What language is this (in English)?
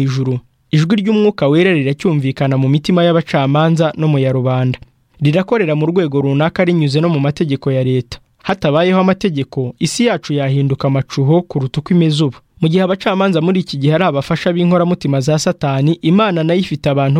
Kinyarwanda